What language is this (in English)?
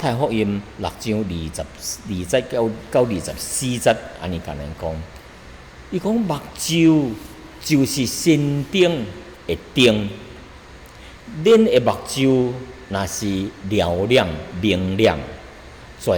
Min Nan Chinese